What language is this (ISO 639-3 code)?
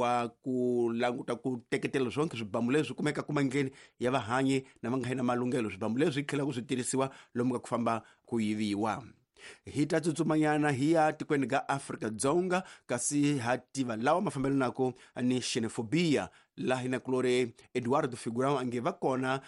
tso